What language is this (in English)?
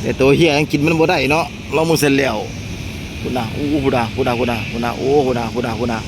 Northeastern Thai